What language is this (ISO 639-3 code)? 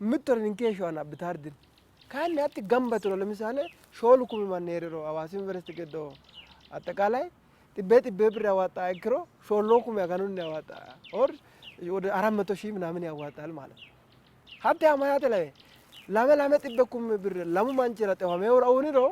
sid